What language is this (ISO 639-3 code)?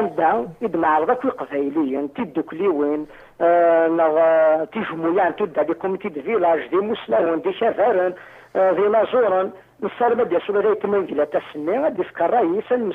kab